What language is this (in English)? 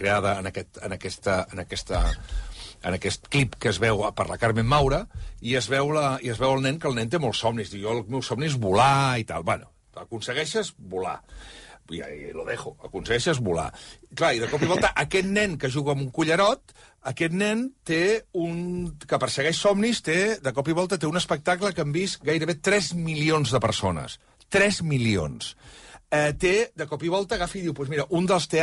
Catalan